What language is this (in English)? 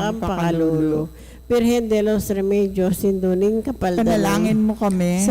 Pampanga